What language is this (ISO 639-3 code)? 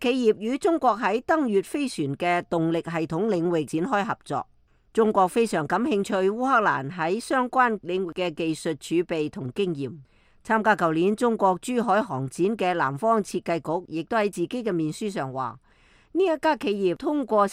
yue